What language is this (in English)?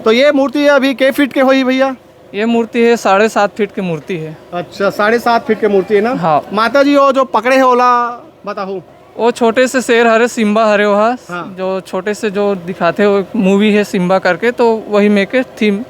Chhattisgarhi